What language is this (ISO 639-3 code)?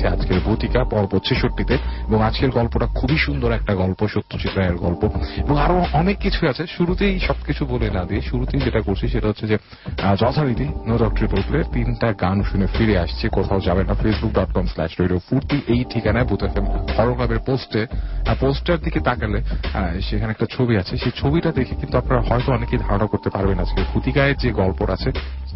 ben